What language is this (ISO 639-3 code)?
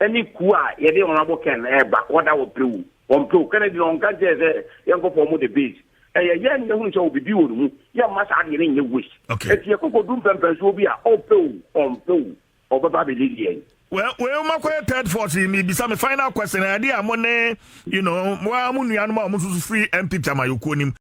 aka